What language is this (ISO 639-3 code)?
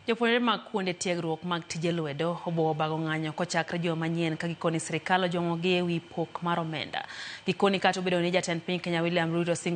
luo